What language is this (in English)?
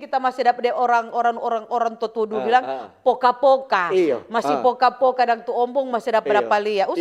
Manado Malay